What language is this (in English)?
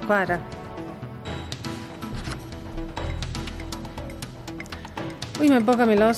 Bosnian